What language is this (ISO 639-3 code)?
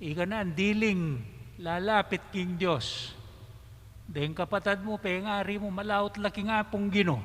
pam